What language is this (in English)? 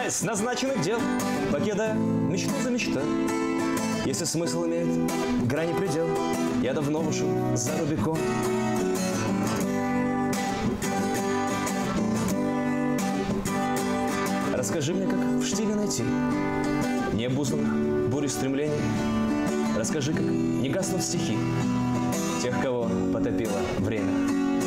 Russian